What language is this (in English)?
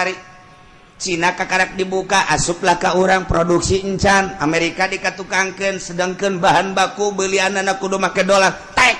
Sundanese